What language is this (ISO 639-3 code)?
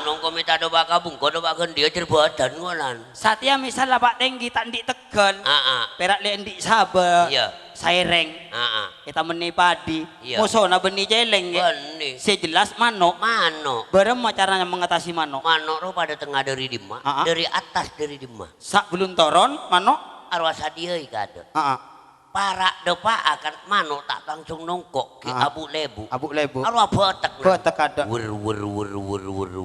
mad